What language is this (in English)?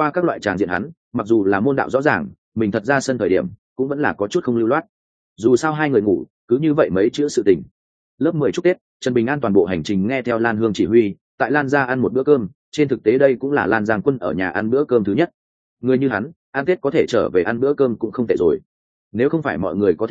Vietnamese